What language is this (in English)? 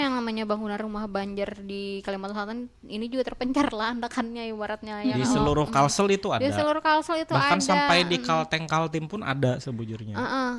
Banjar